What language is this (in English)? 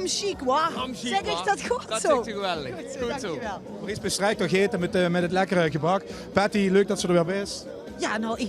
Limburgish